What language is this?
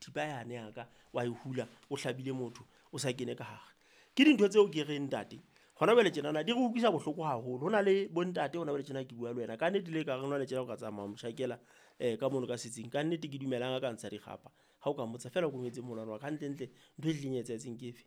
Southern Sotho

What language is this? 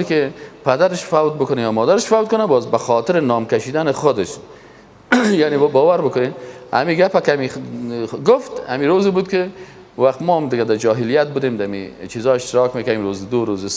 Persian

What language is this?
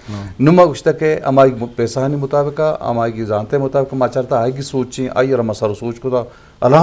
Eastern Balochi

